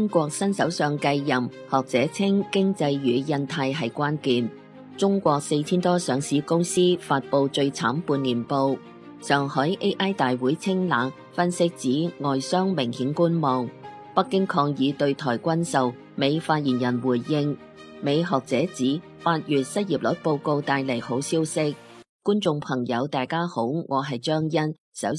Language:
Cantonese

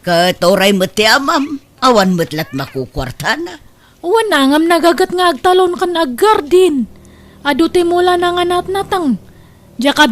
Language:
Iloko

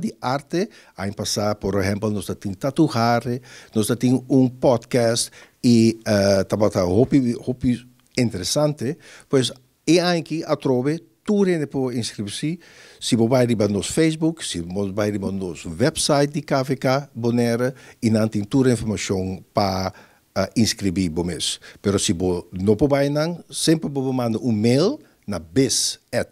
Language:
Papiamento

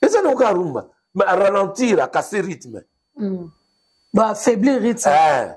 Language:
Lingala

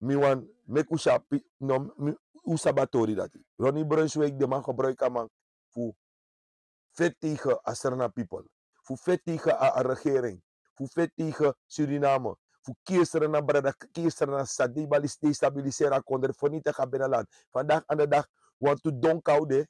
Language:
Sranan Tongo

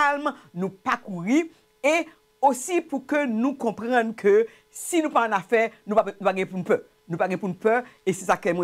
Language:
Haitian Creole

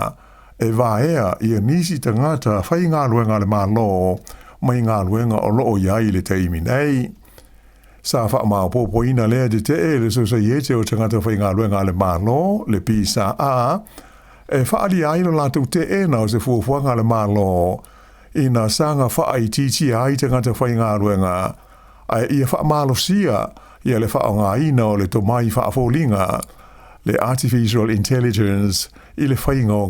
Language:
Samoan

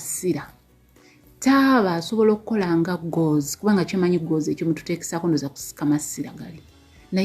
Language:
Ganda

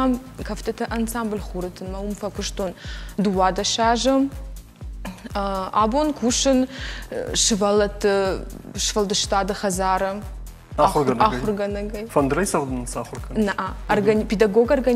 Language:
Ossetic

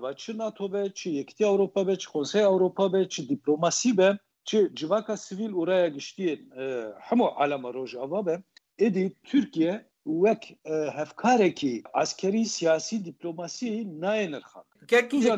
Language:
Kurdish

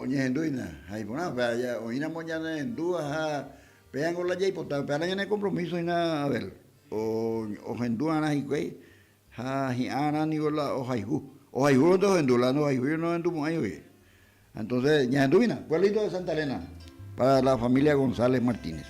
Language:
Guarani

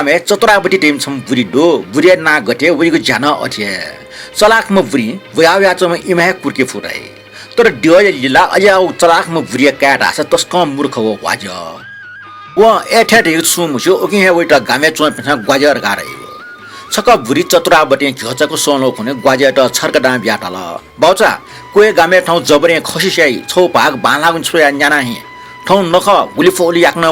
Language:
Newari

